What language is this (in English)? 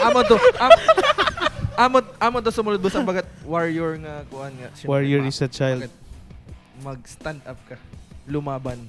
Waray